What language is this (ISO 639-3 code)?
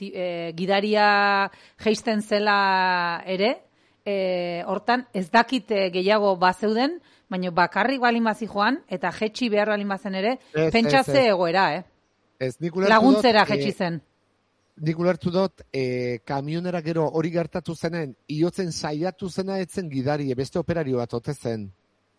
eus